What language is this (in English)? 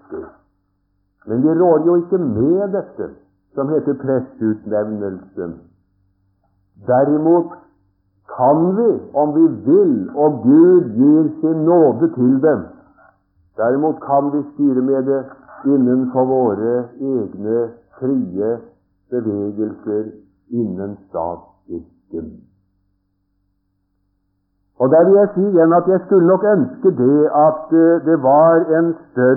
Norwegian